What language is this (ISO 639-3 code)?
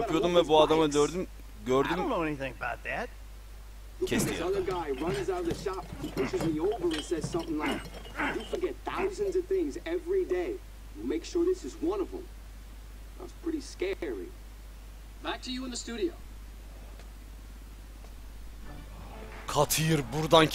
tur